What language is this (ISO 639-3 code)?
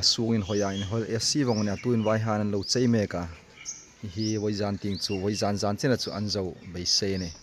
hmr